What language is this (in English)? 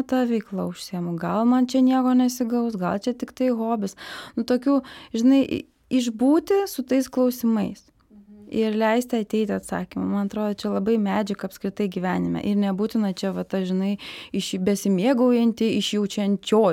Lithuanian